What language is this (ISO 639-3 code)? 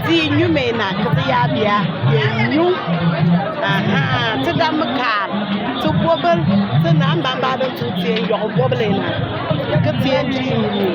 bim